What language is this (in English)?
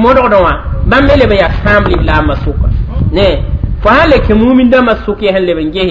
Mossi